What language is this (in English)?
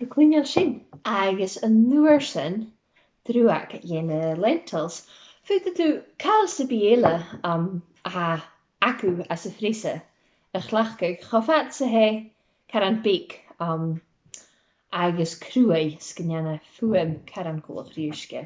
Scottish Gaelic